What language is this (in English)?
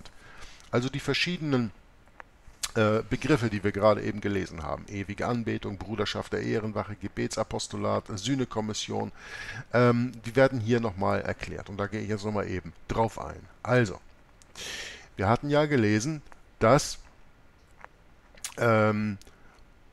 German